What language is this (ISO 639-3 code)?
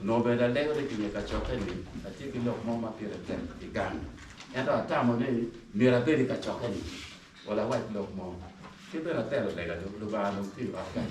ach